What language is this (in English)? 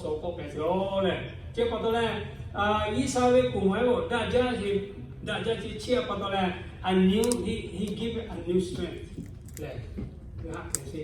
Lahu